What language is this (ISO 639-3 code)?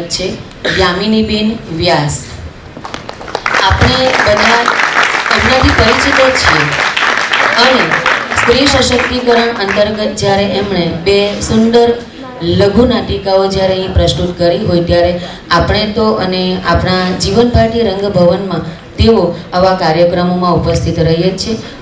guj